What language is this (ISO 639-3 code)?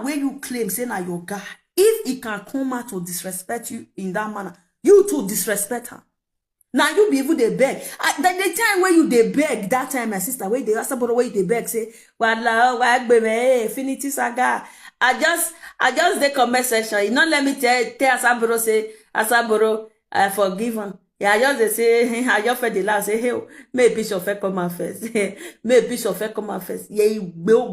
pcm